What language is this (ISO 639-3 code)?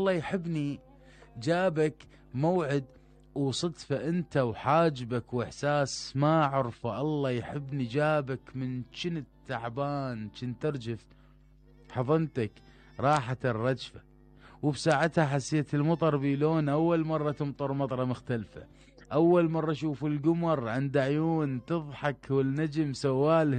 acm